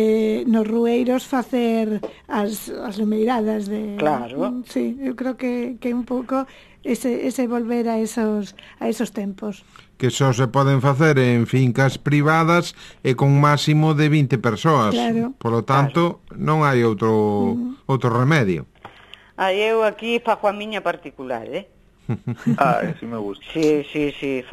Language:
Galician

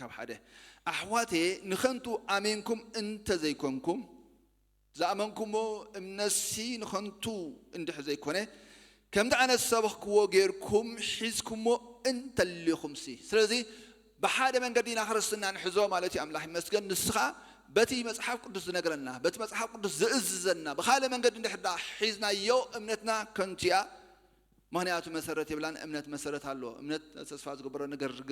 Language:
Tigrinya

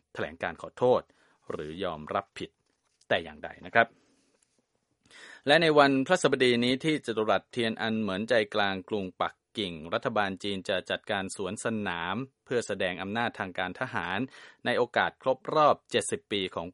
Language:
Thai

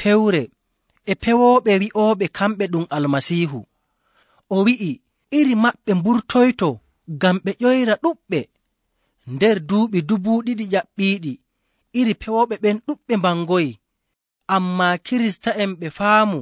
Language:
Nigerian Fulfulde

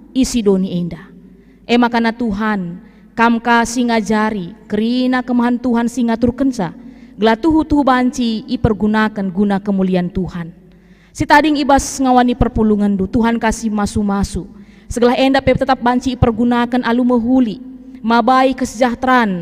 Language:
Batak Karo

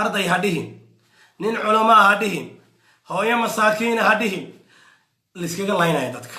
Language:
Somali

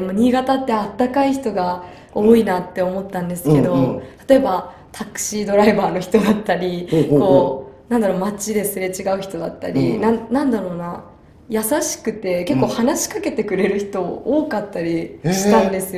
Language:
Japanese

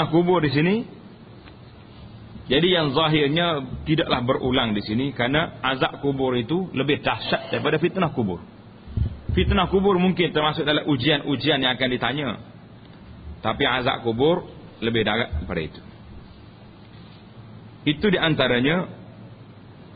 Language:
Malay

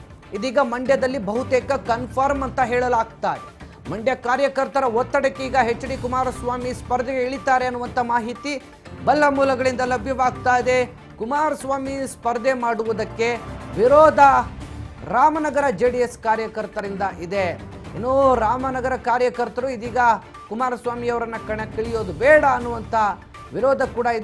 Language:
Kannada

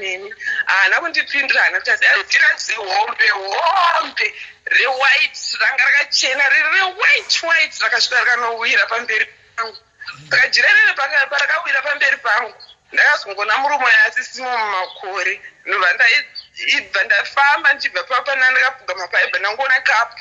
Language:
Shona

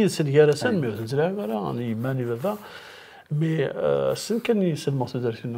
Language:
Kabyle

